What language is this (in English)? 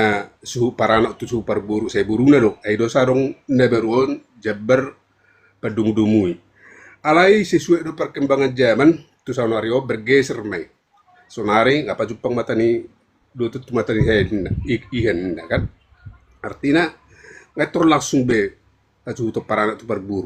Batak Toba